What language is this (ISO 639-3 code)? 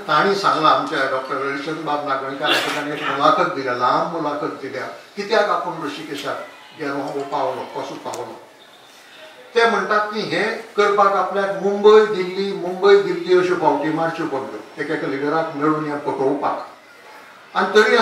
kok